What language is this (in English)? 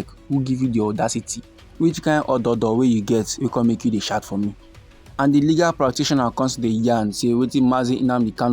Nigerian Pidgin